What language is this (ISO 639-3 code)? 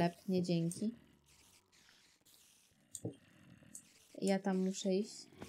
pol